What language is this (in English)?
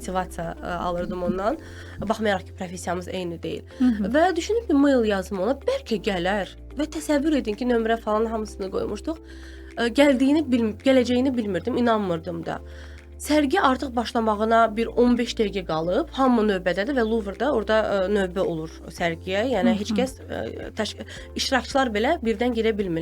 Azerbaijani